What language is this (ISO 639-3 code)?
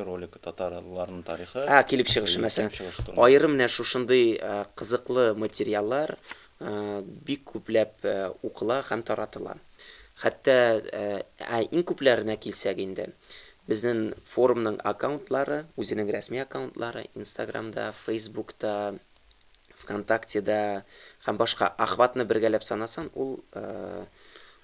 tat